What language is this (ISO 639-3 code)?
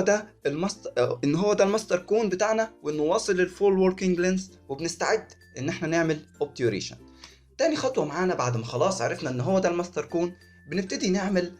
arz